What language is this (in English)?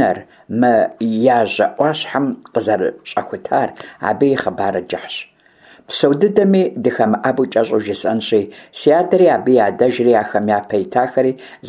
Kabardian